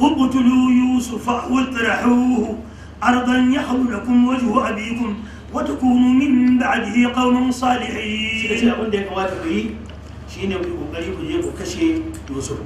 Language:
Hausa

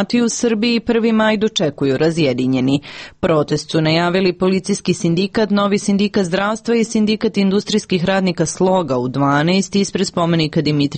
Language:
Serbian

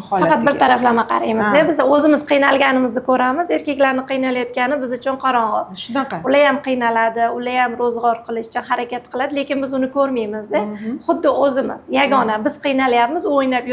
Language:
Uzbek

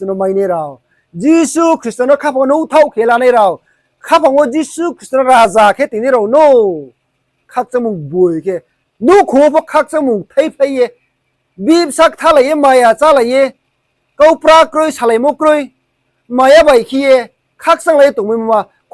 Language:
Riang (India)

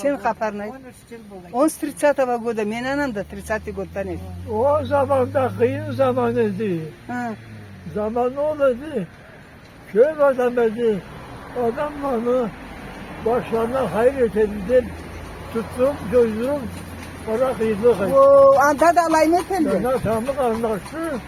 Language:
Karachay-Balkar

